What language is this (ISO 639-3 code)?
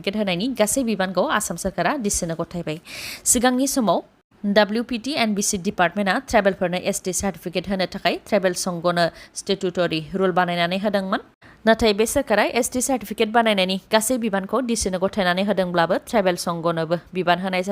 brx